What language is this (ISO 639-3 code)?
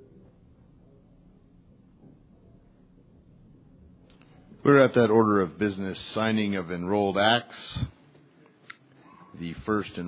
eng